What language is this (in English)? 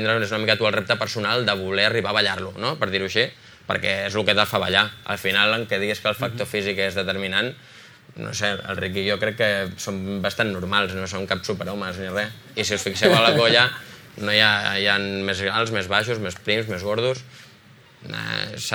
Catalan